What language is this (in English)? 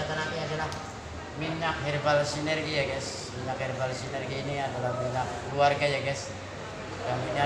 Indonesian